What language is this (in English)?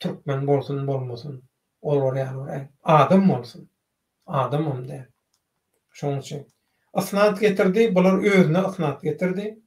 Turkmen